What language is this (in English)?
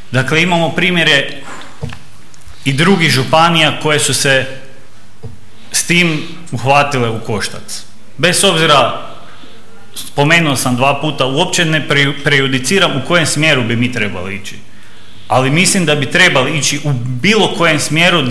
Croatian